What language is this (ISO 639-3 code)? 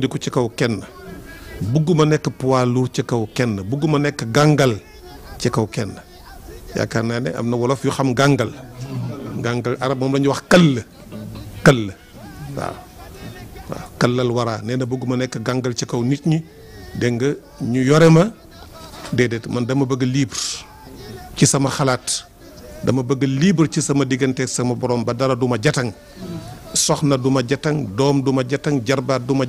wol